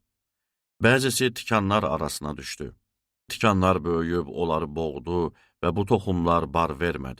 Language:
Azerbaijani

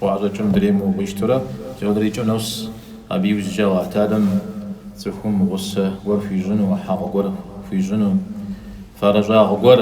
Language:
Kabardian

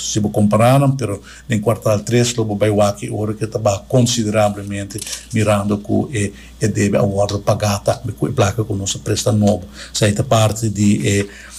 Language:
Papiamento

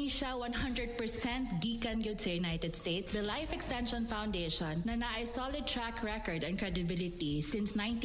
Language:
Cebuano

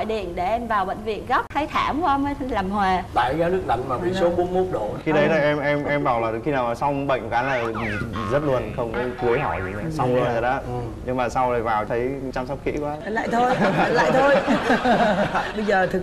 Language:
Vietnamese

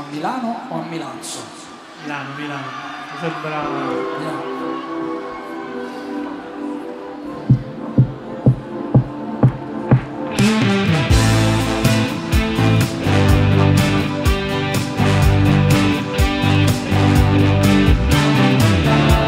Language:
Italian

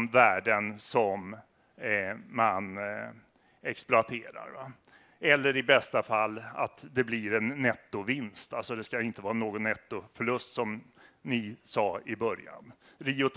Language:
Swedish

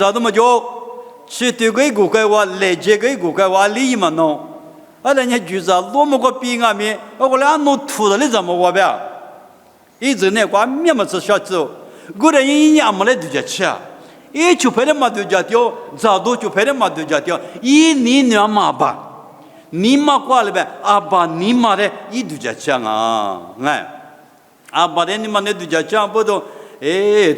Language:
Lisu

